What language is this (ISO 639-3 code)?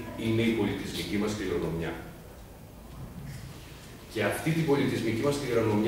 ell